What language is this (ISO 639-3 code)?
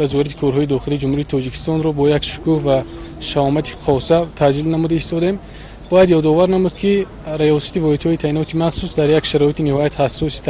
tgk